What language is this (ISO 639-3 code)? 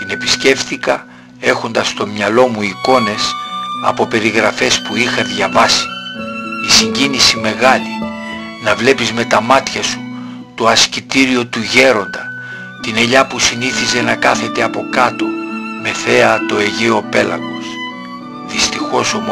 ell